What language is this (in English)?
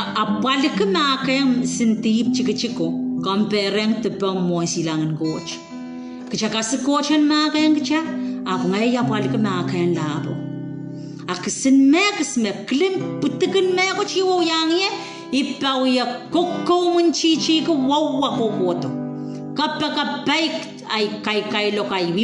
Pohnpeian